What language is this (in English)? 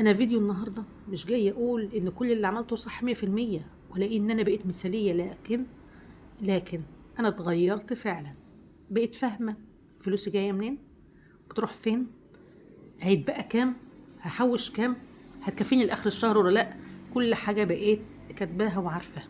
Egyptian Arabic